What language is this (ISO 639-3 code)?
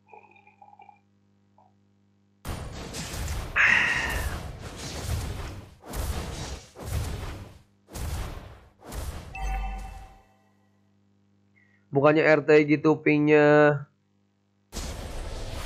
ind